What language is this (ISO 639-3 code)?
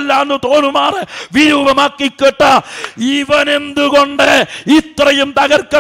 mal